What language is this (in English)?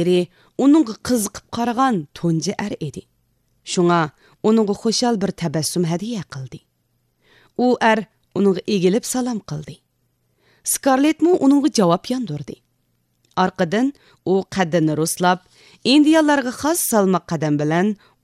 Uyghur